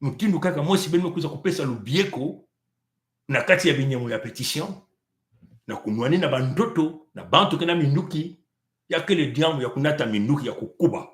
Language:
Kituba (Congo)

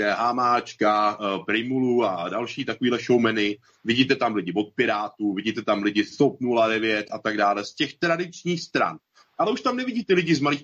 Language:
Czech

